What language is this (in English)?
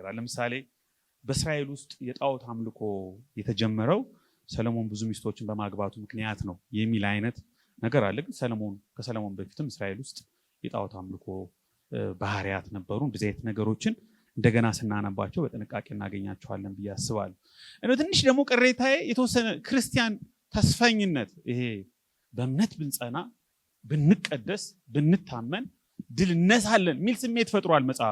Amharic